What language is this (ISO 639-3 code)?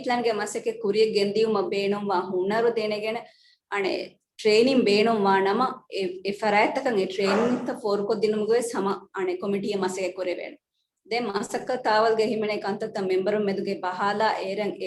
div